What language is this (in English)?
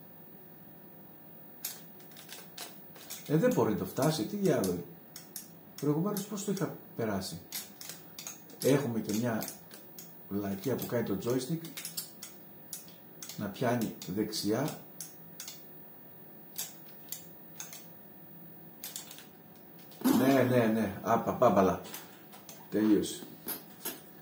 Greek